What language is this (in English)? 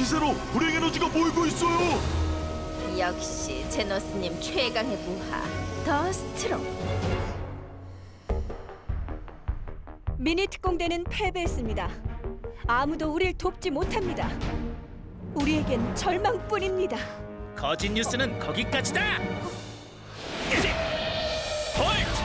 Korean